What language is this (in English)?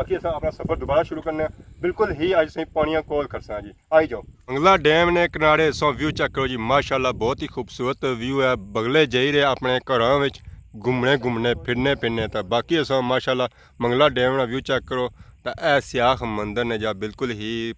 Pahari-Potwari